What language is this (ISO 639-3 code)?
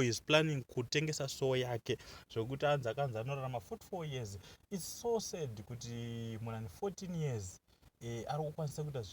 sna